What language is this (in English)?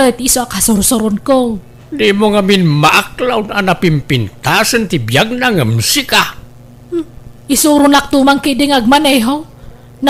Iloko